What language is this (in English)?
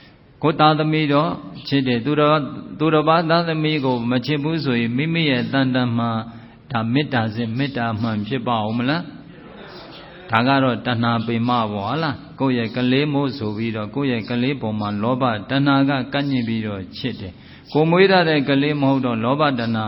Burmese